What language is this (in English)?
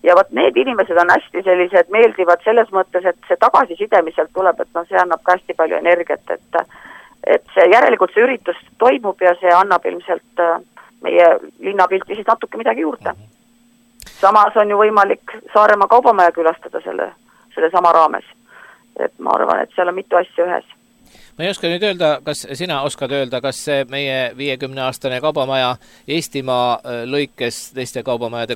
Estonian